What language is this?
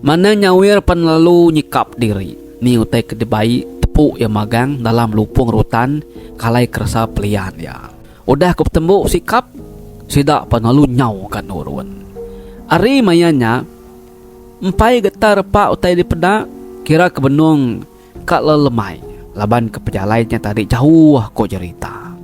Iban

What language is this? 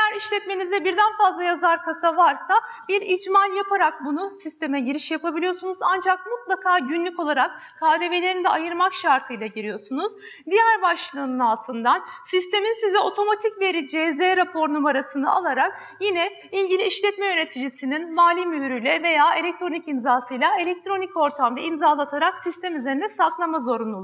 Turkish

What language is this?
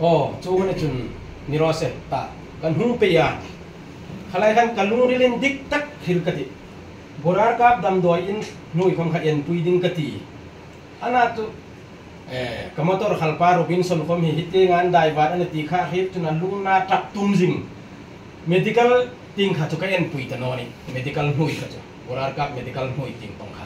Hmar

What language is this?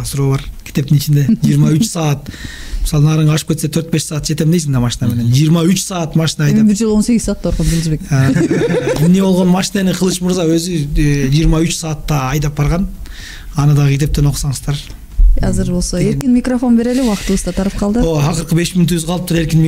Kyrgyz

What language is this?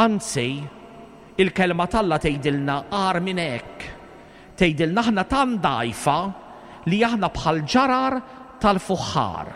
Maltese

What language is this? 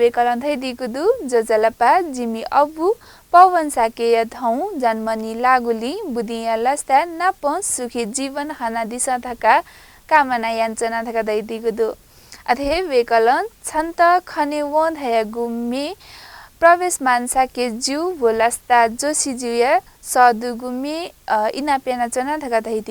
Newari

